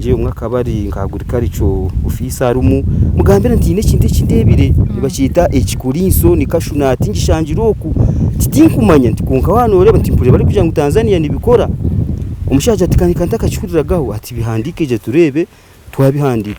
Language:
Nyankole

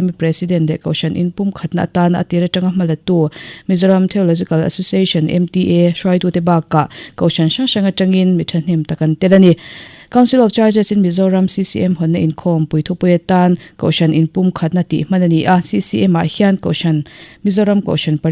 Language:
Mizo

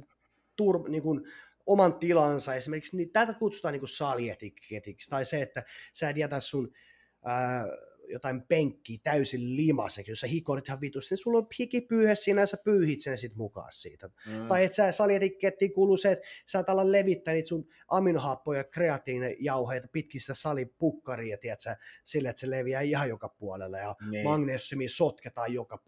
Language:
Finnish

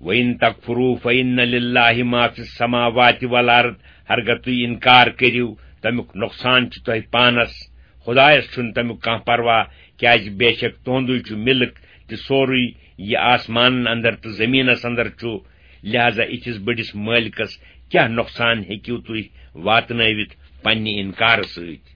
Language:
Kashmiri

